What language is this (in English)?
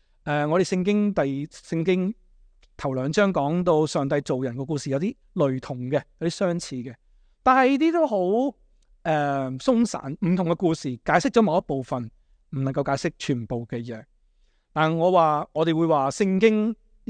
Cantonese